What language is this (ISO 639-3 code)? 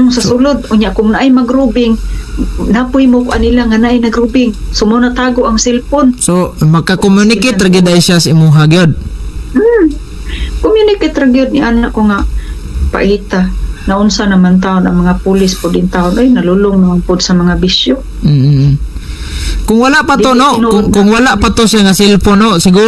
ceb